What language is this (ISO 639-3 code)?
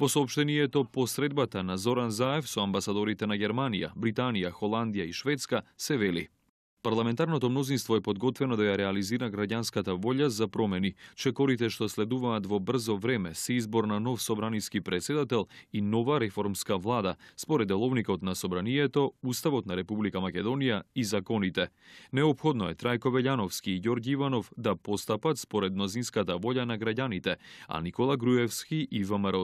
mkd